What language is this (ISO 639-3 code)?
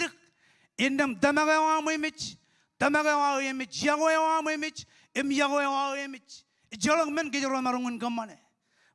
mah